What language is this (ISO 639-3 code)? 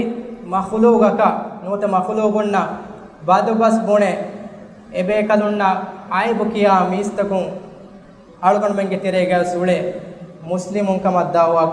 div